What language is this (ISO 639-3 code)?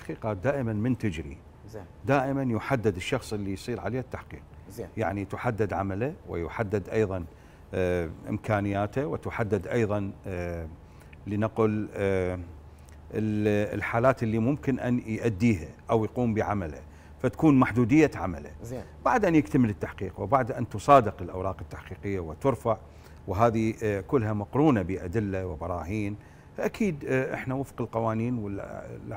ara